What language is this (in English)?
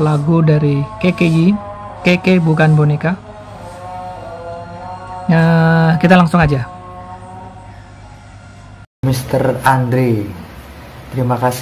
Indonesian